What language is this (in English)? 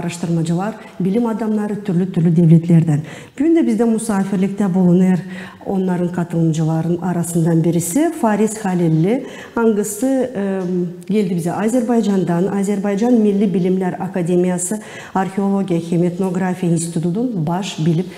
Gagauz